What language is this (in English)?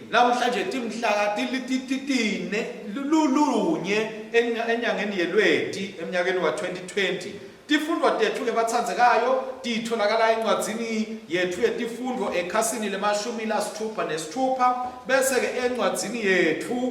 Swati